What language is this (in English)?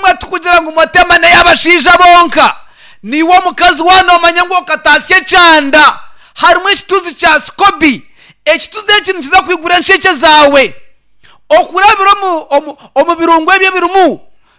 Nyankole